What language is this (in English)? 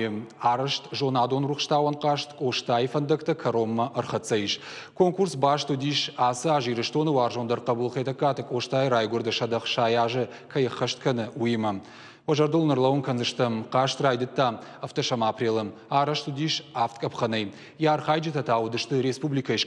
Ossetic